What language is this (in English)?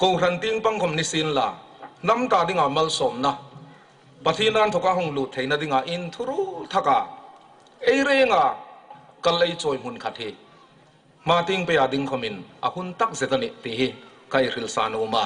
Hmar